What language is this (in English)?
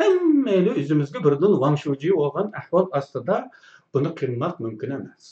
Uyghur